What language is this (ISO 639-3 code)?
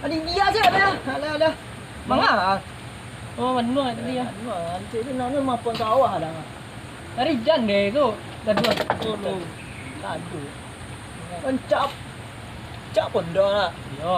min